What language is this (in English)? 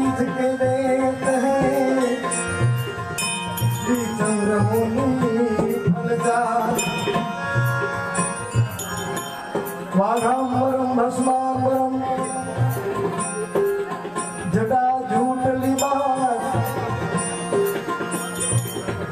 Gujarati